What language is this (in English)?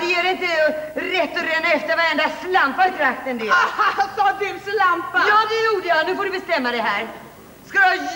Swedish